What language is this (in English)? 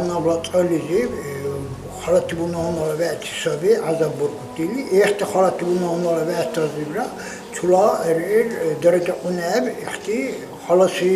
Dargwa